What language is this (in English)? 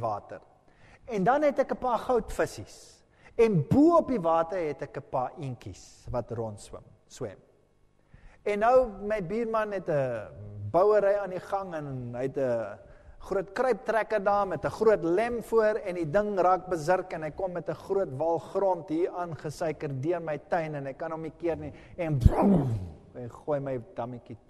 Afrikaans